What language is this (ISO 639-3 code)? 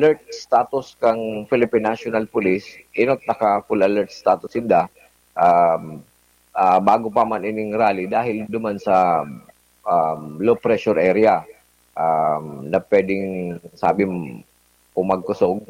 bik